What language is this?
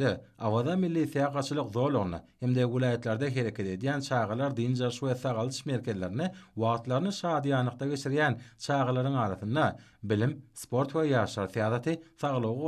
Turkmen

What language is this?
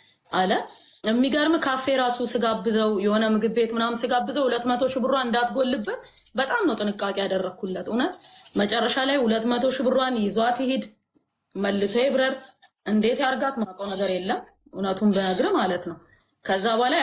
Amharic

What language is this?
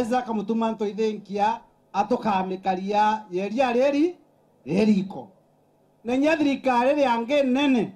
Meru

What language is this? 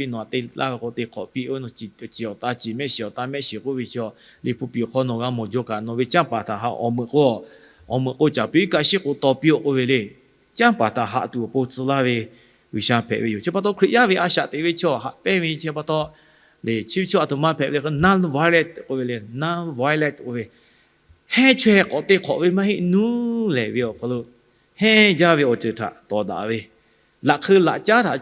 Lahu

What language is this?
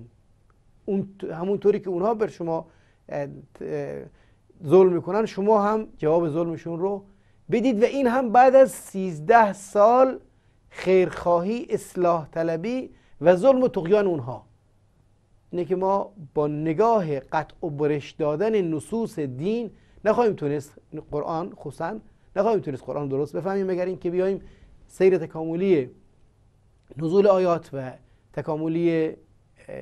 Persian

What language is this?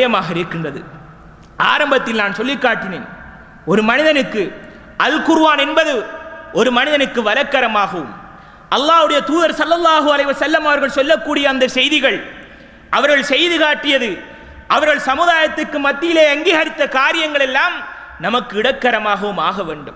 Tamil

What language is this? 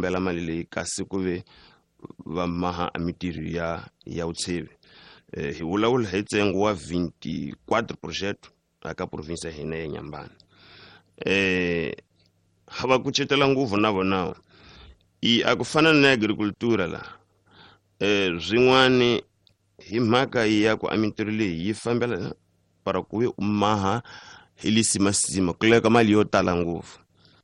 Tsonga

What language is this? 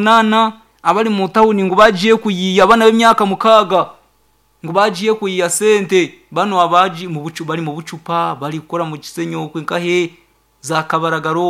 Nyankole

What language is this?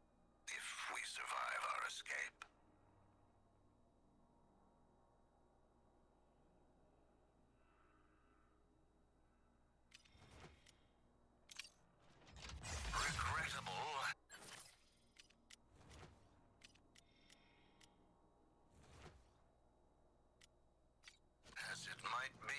English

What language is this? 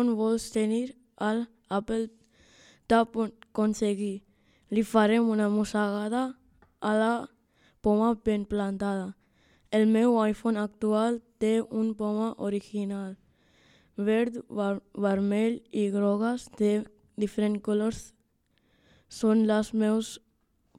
Catalan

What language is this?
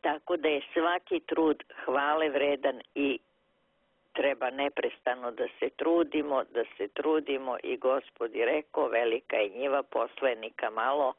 Serbian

